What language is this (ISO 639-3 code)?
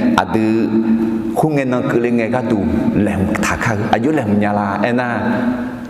ahk